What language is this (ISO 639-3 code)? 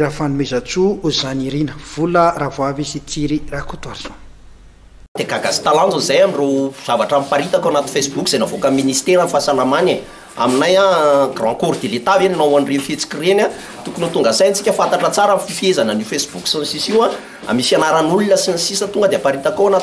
mlg